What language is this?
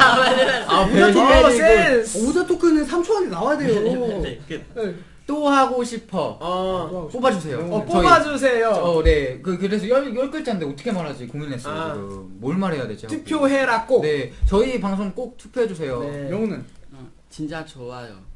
Korean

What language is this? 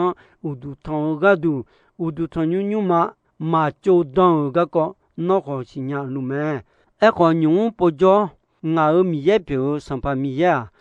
Akha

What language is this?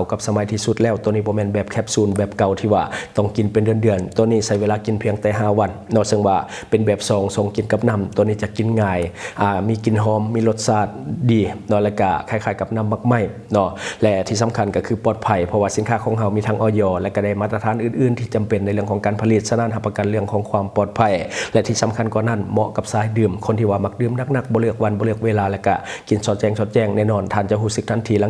Lao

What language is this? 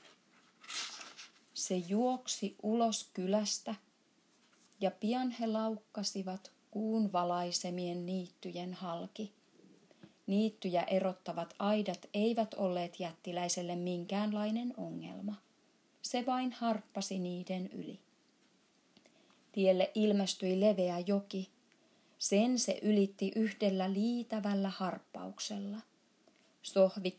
Finnish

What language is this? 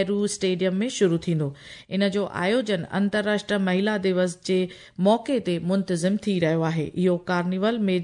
Sindhi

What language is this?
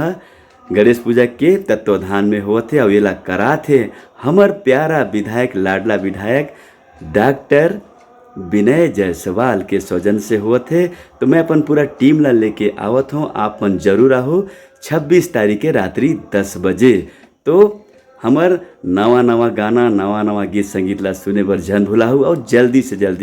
Chhattisgarhi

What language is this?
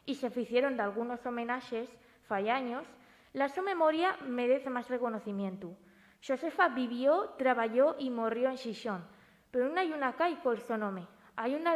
Asturian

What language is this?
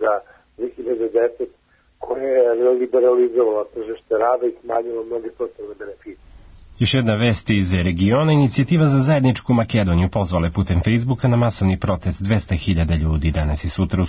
Serbian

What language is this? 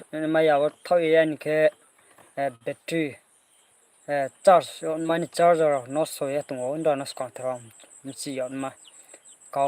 Riang (India)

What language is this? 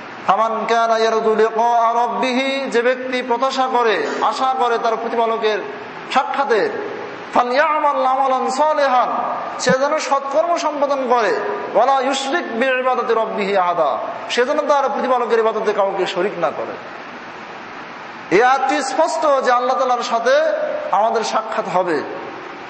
Bangla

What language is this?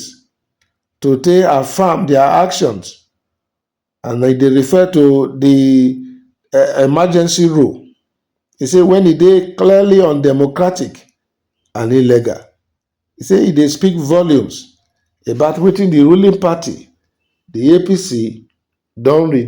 Nigerian Pidgin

